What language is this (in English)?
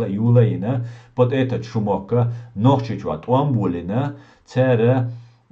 Chechen